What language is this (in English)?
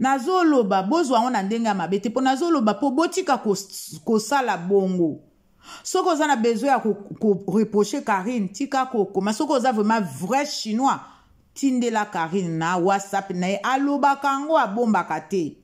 Lingala